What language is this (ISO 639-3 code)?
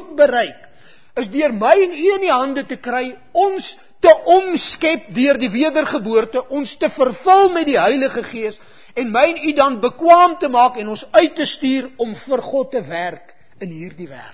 afr